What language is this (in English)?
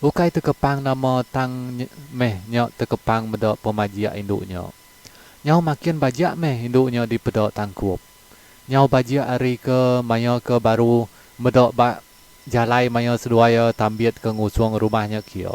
Iban